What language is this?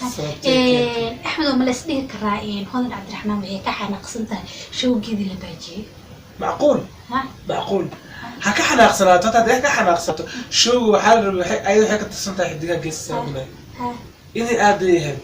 Somali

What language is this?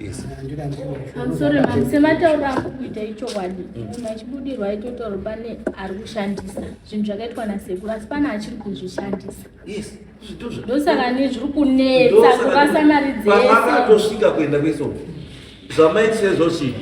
Shona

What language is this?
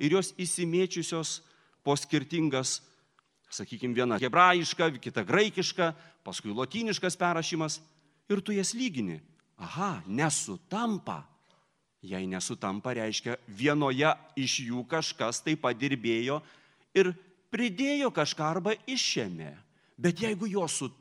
Lithuanian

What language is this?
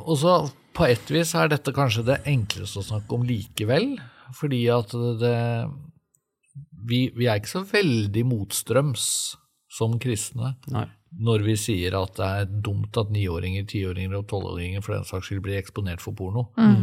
Norwegian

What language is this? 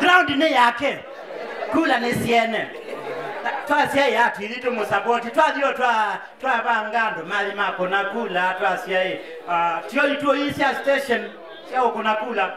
Kamba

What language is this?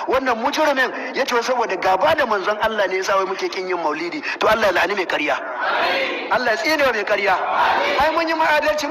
Hausa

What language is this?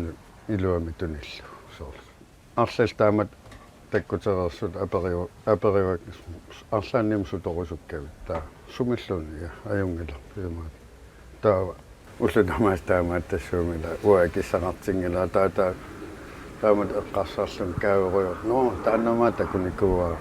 Kalaallisut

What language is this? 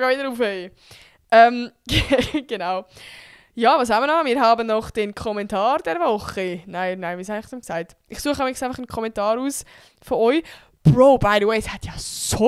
Swiss German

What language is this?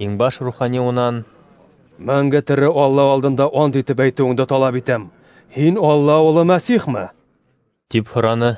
Bashkir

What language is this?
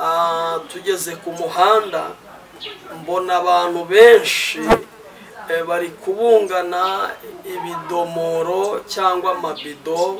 Kinyarwanda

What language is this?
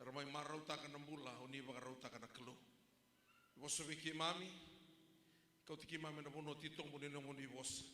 Fijian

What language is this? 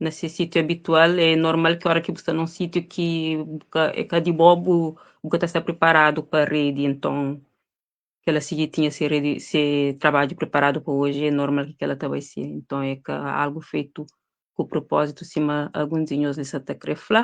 Kabuverdianu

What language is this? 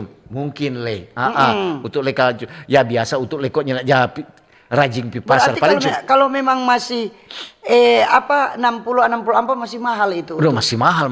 Manado Malay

